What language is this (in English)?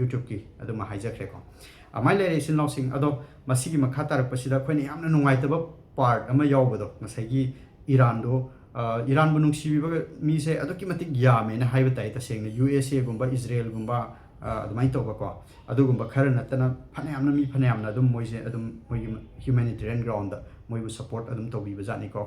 Manipuri